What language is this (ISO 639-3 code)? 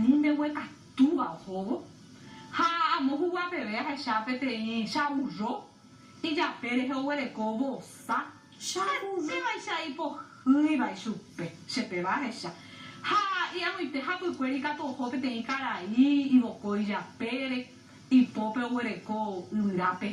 grn